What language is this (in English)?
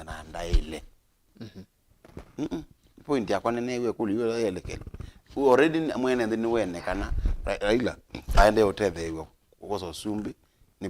Kamba